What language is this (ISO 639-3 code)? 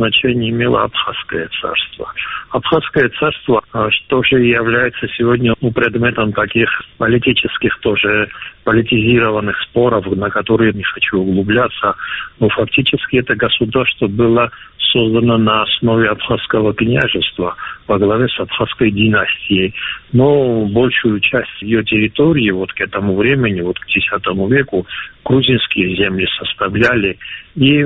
rus